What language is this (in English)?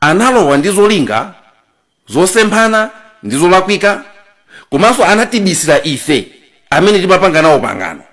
Nyanja